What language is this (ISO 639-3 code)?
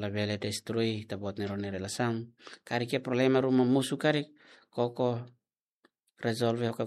tet